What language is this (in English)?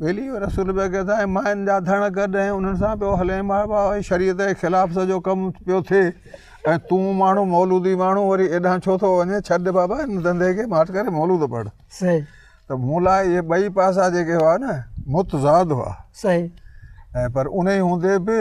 Sindhi